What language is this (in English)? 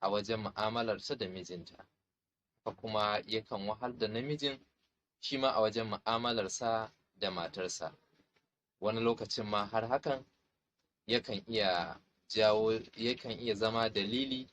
Hausa